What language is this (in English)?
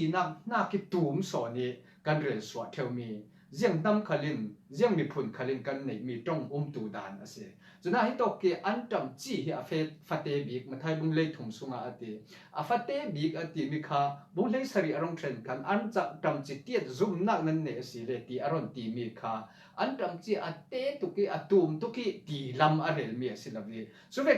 Falam Chin